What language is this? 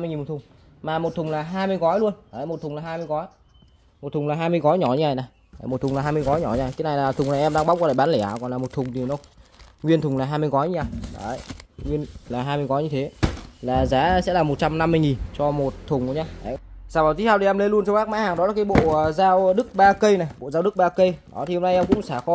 Vietnamese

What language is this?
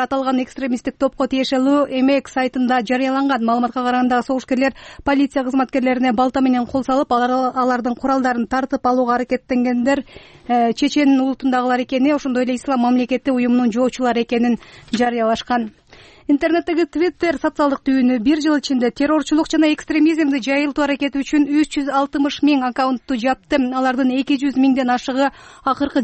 Kyrgyz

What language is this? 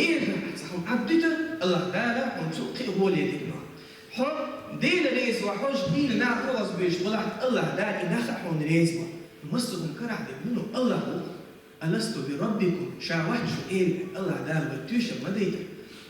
Chechen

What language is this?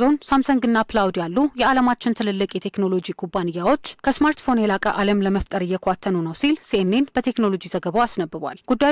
Amharic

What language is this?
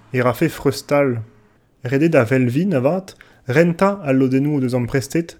Breton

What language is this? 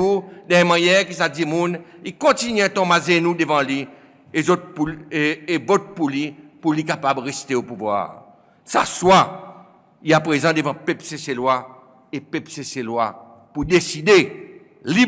Seselwa Creole French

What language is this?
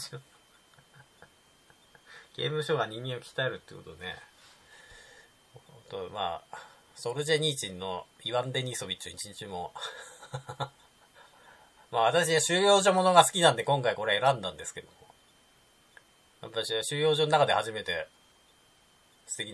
Japanese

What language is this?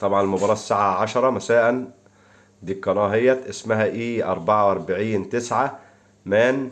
Egyptian Arabic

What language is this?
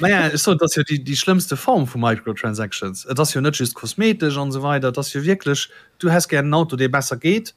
Luxembourgish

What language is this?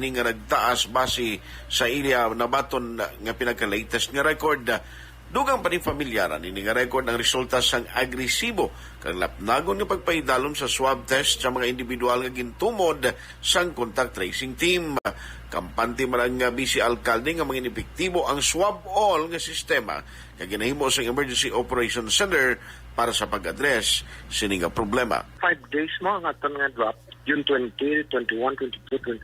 Hiligaynon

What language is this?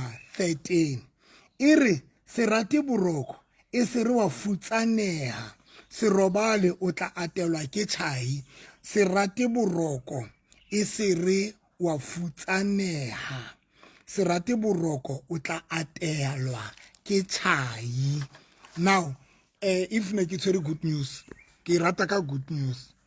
Southern Sotho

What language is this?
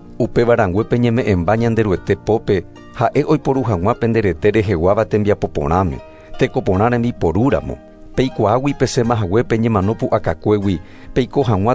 Guarani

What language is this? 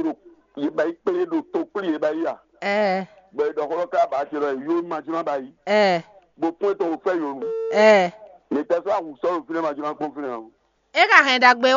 Fon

